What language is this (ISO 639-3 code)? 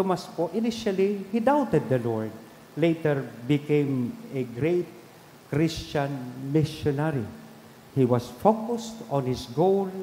bik